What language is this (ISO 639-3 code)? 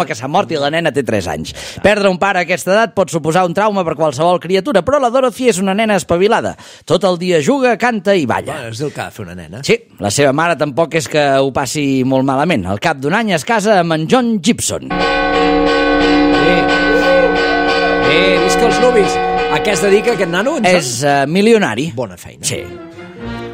cat